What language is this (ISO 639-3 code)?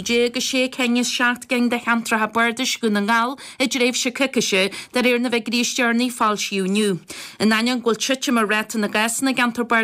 gle